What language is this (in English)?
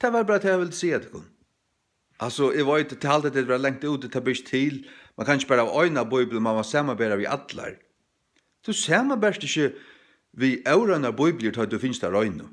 Faroese